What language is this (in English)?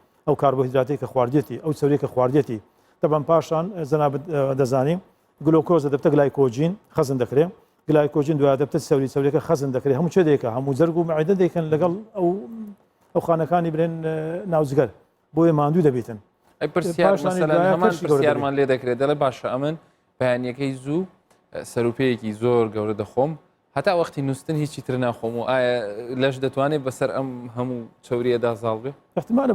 Central Kurdish